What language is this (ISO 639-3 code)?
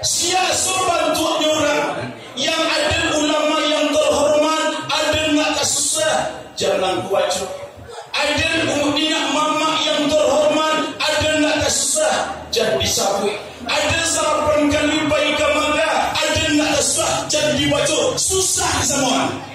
min